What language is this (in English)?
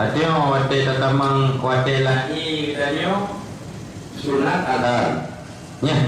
Achinese